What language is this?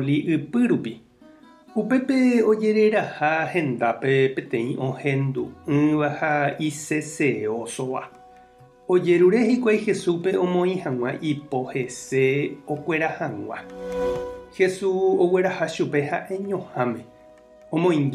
Guarani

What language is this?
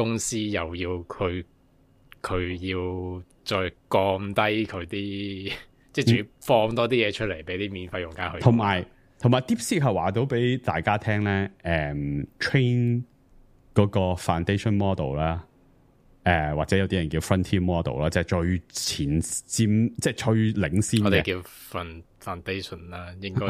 Cantonese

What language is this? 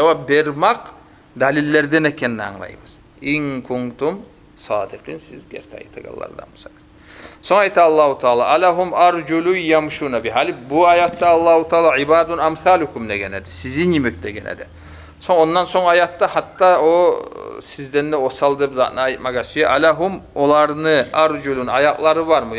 Kumyk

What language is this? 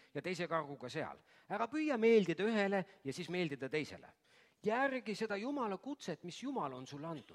Estonian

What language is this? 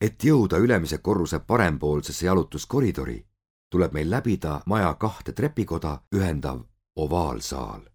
Estonian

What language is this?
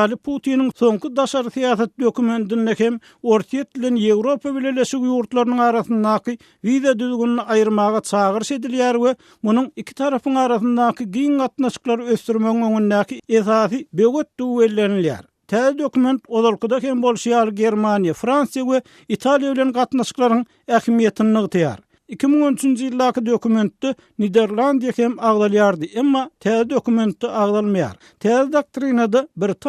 Turkmen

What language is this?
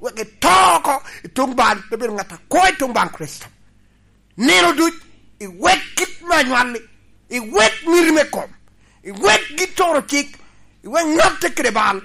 Lango (Uganda)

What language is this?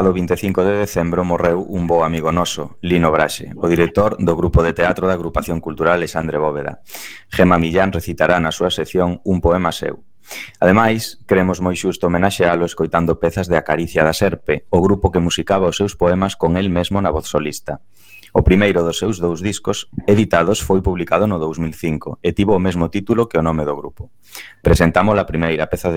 Galician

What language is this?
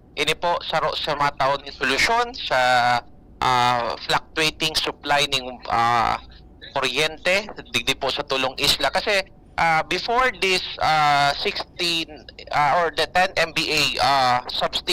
Bikol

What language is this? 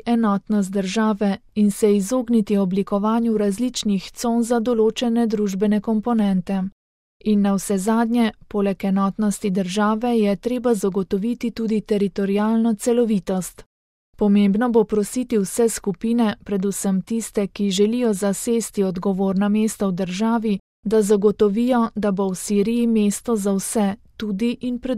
Slovenian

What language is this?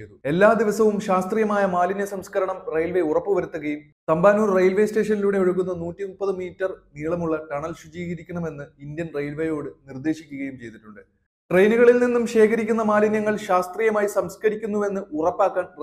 Malayalam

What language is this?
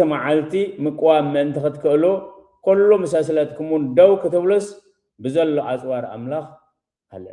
Tigrinya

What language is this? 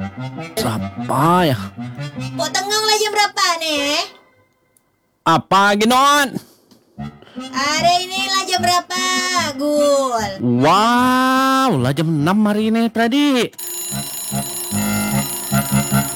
Malay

